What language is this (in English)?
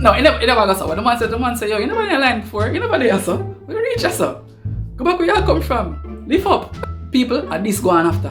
Jamaican Creole English